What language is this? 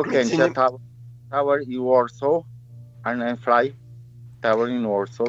Polish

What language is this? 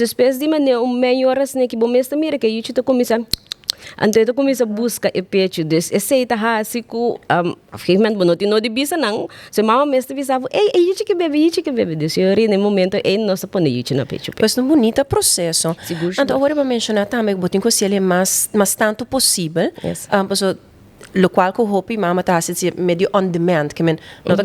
Papiamento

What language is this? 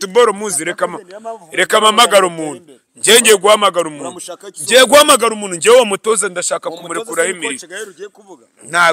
Kinyarwanda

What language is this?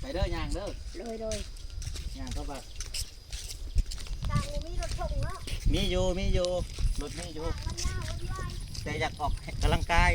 Lao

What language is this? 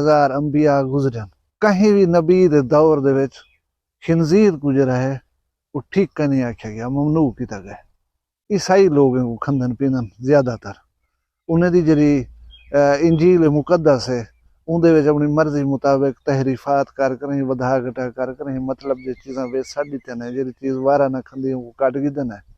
Saraiki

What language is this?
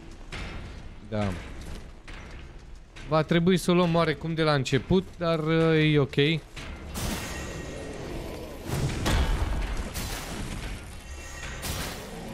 Romanian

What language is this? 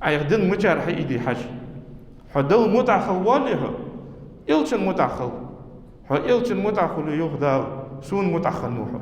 Ingush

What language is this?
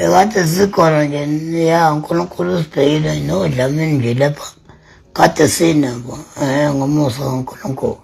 Zulu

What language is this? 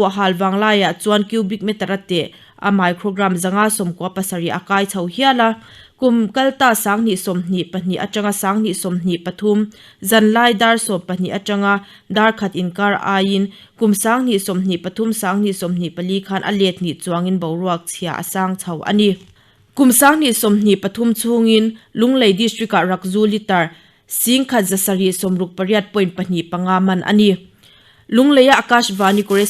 Mizo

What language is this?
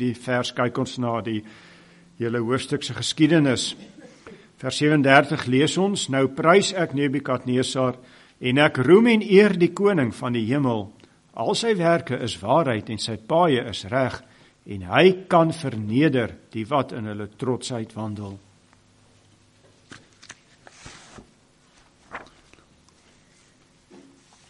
Afrikaans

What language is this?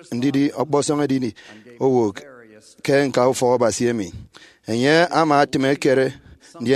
Efik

